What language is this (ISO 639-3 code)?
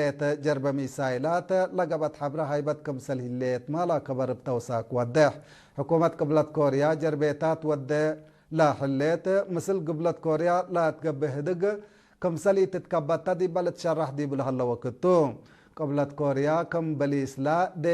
tig